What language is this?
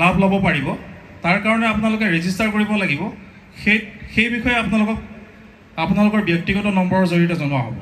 Assamese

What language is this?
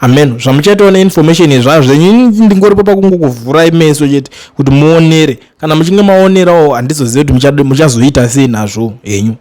Shona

